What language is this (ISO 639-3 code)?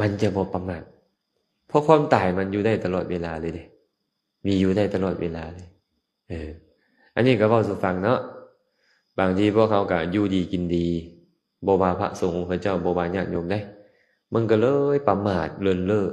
lao